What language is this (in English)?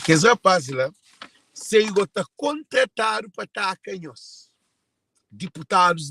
Kabuverdianu